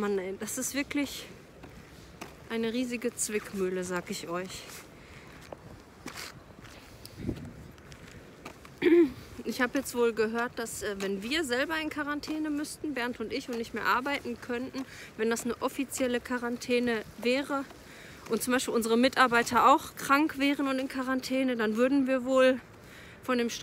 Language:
German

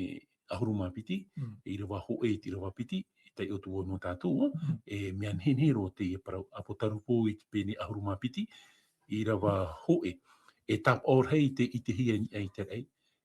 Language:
Tahitian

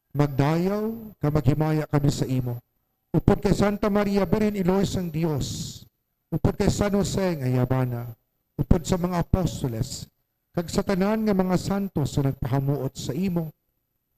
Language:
Hiligaynon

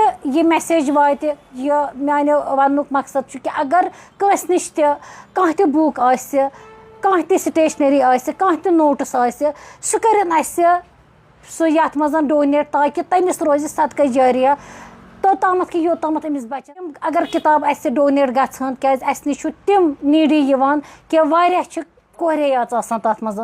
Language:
Kashmiri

